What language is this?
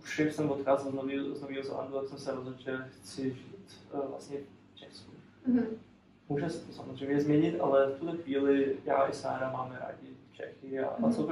Czech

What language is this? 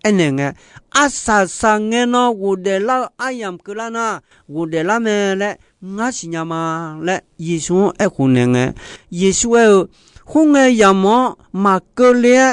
Akha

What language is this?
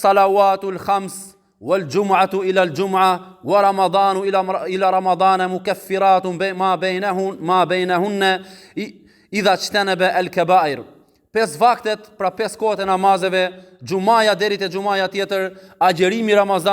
Albanian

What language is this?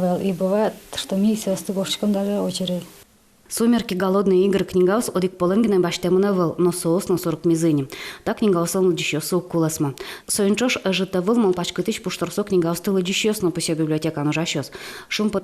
Udmurt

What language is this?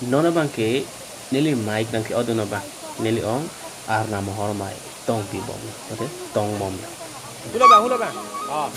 Karbi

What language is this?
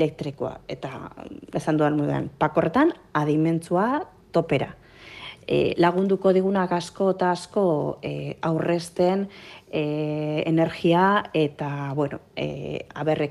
Basque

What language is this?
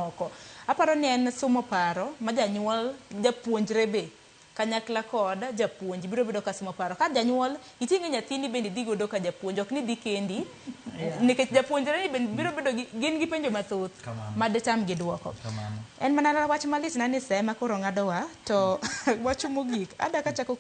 Luo (Kenya and Tanzania)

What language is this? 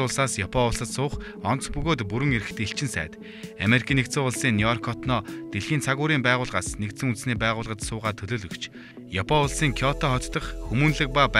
Mongolian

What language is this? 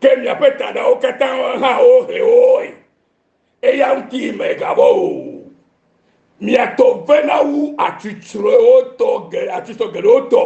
Ewe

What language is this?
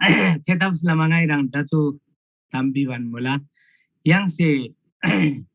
Eastern Tamang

